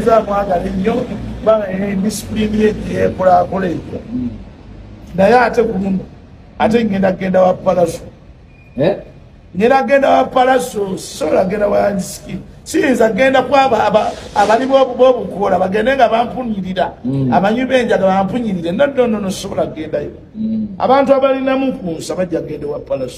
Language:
Ganda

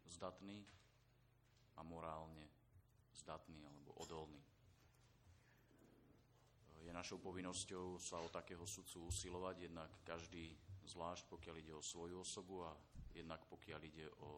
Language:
Slovak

